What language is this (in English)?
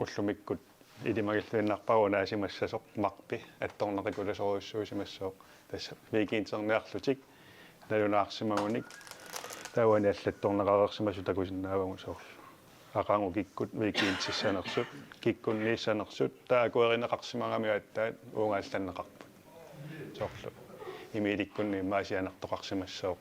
Kalaallisut